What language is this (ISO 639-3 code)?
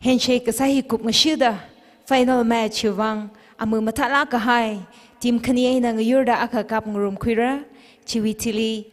nmf